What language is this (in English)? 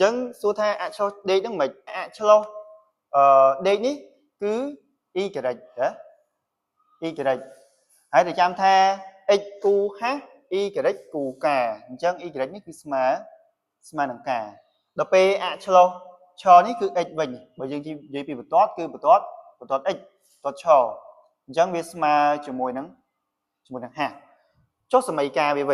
Khmer